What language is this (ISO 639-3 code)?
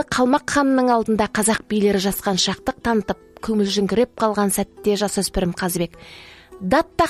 kaz